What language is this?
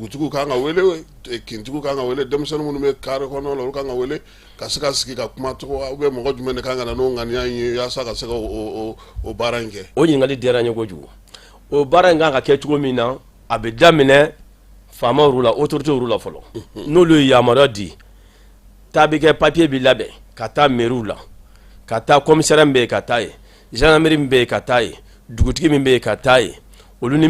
Bambara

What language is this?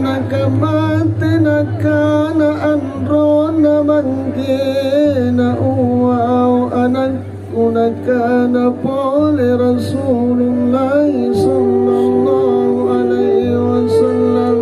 Makasar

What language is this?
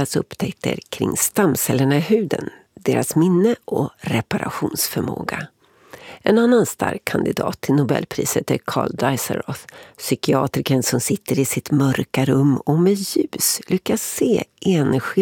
Swedish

